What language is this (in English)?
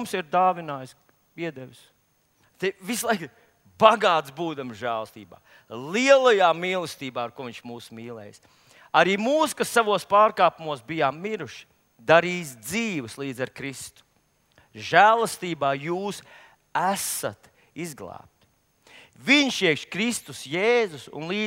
Latvian